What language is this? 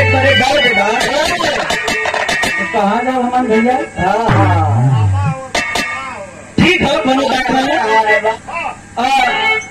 Bhojpuri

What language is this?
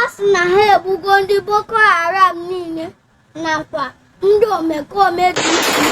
Igbo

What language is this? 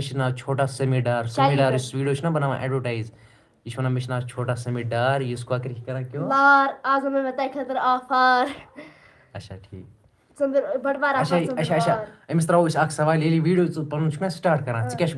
Kashmiri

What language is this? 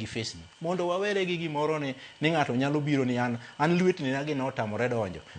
Luo (Kenya and Tanzania)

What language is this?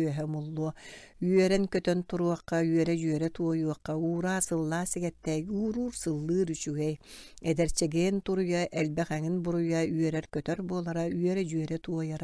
Yakut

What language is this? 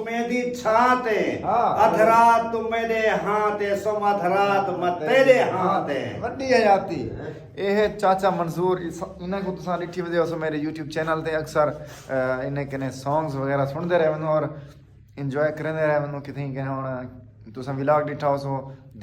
Saraiki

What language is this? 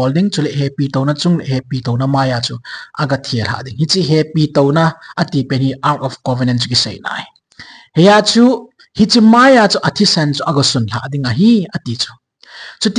Thado Chin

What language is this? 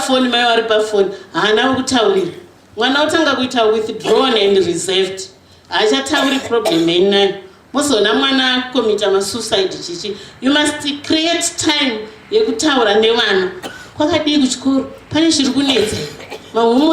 Shona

